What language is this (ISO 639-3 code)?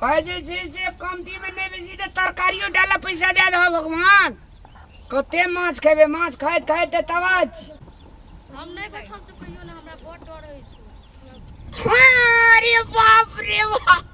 mai